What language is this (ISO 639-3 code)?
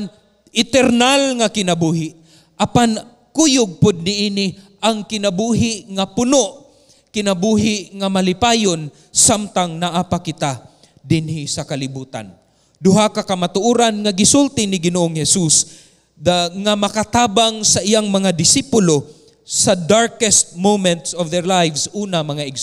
ceb